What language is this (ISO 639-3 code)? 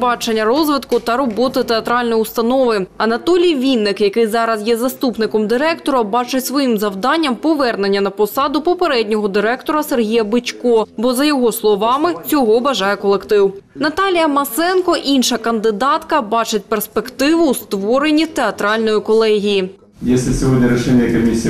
ukr